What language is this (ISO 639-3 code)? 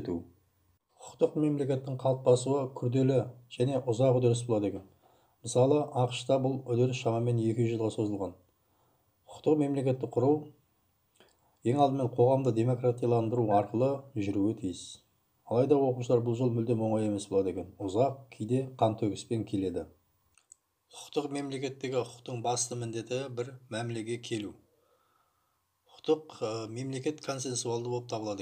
kaz